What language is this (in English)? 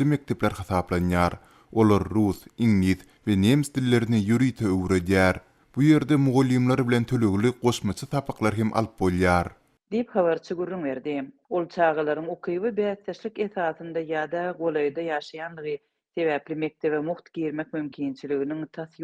Turkmen